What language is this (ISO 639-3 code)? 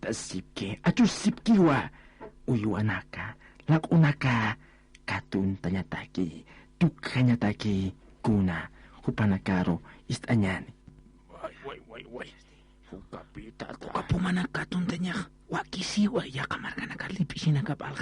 aym